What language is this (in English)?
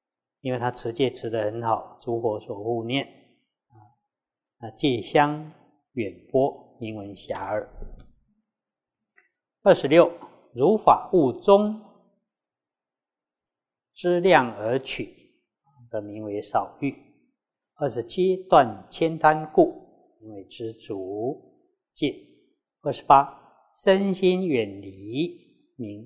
Chinese